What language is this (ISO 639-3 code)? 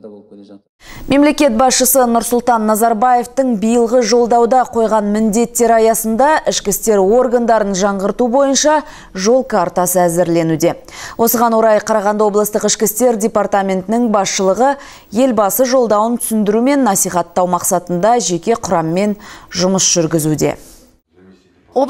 kaz